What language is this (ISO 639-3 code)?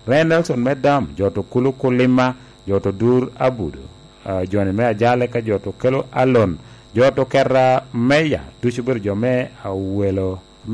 laj